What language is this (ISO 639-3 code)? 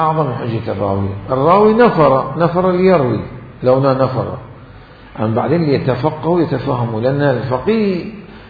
acm